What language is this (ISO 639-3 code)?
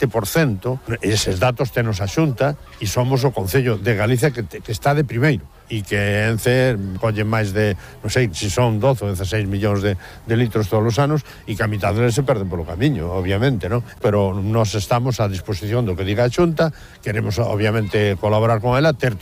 glg